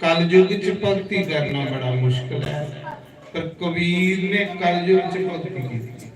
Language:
Dogri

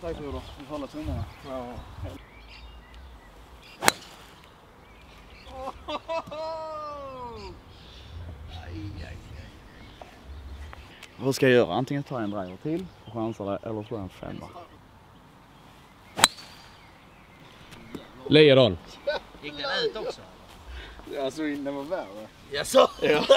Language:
Swedish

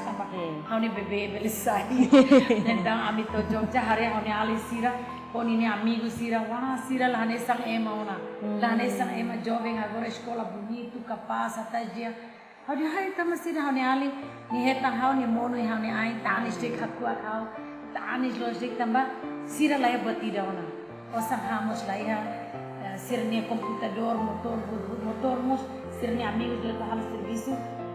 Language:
Tetum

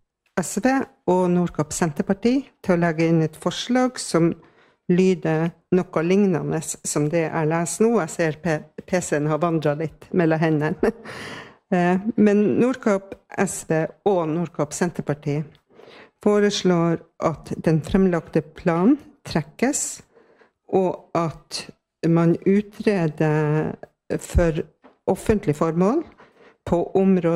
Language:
Norwegian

